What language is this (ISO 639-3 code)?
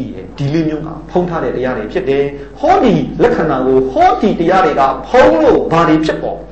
mya